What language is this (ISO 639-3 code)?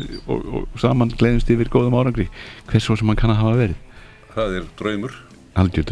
isl